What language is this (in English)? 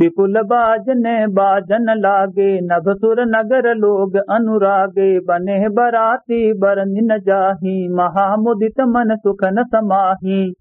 Awadhi